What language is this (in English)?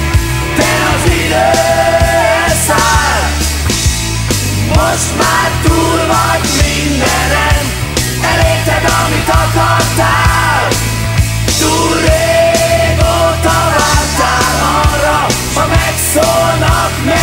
Hungarian